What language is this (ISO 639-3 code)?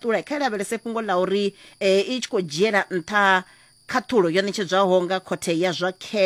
ven